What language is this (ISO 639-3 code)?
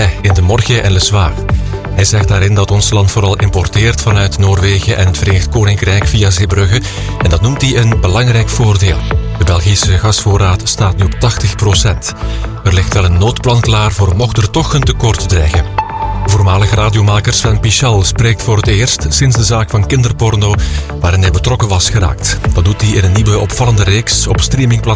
nld